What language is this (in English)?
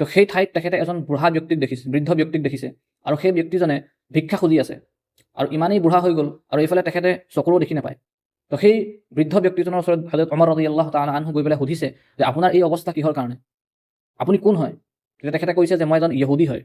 Assamese